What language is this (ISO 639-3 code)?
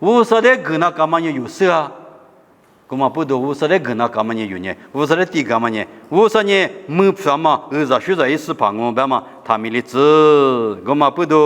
lis